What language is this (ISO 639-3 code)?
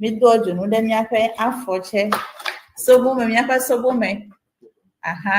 ewe